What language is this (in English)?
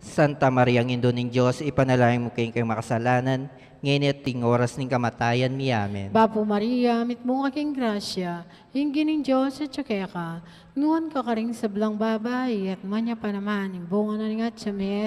Pampanga